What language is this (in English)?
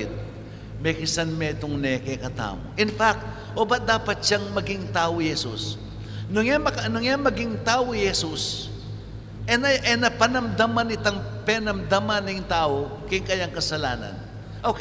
Pampanga